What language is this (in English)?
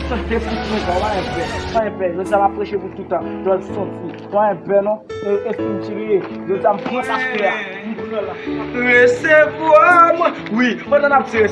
Haitian Creole